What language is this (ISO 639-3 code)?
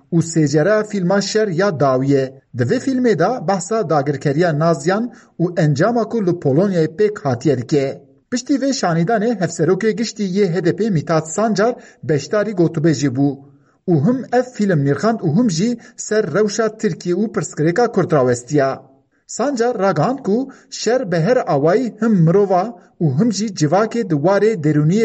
kur